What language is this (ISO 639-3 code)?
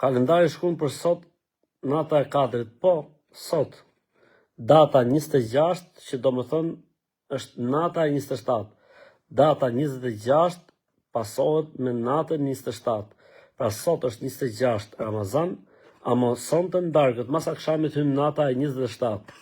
sqi